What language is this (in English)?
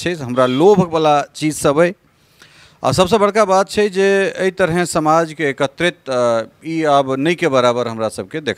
Maithili